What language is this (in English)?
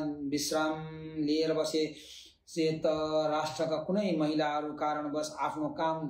Nepali